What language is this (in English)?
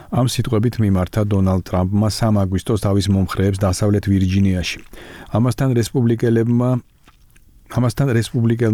Georgian